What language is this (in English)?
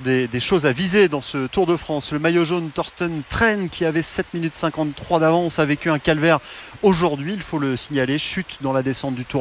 French